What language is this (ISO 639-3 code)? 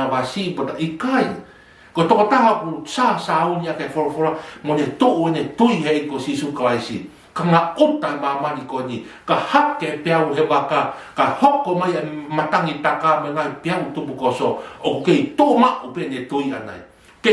ton